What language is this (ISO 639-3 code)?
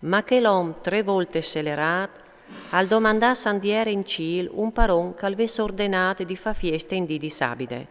fur